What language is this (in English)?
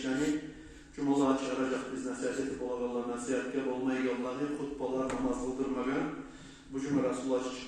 Kumyk